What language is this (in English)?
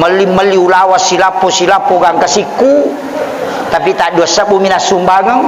Buginese